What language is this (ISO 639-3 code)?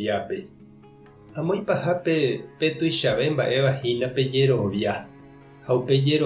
grn